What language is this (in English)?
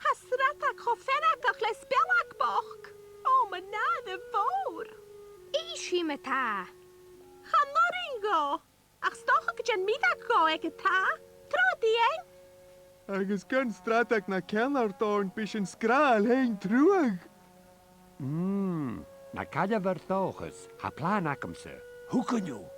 Scottish Gaelic